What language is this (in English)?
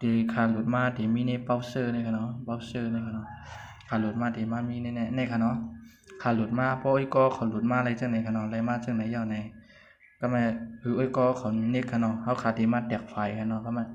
Shan